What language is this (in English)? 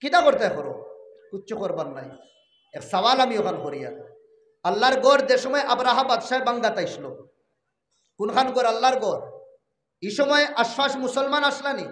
Sylheti